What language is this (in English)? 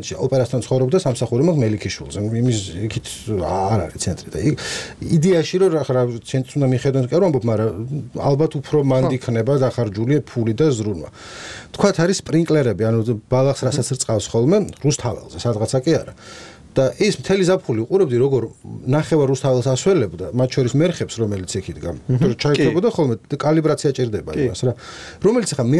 Georgian